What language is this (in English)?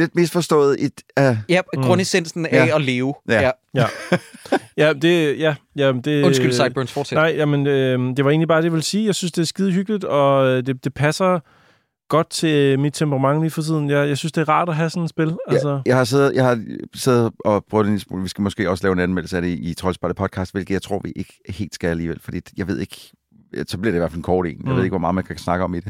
Danish